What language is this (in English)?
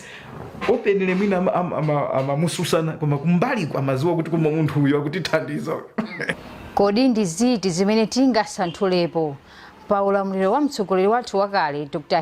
Nyanja